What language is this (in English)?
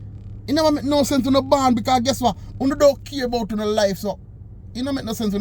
Jamaican Creole English